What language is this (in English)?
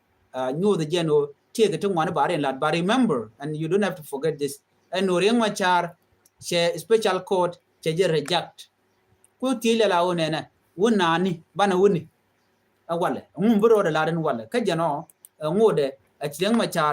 Nuer